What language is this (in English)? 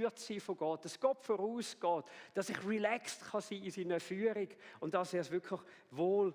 Swiss German